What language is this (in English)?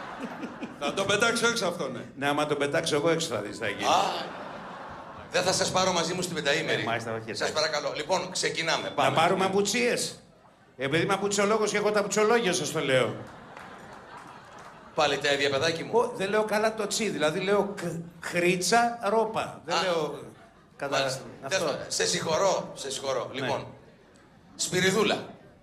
Greek